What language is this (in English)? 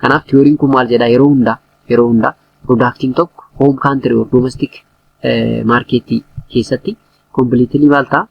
Oromo